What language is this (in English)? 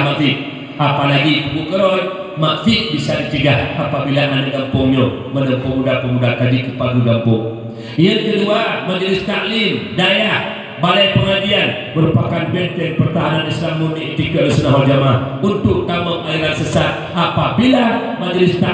Achinese